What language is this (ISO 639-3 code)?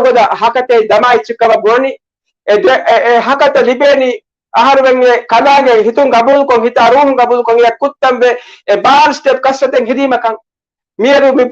div